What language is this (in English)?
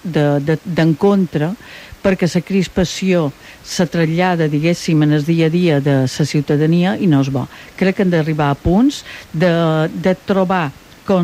Catalan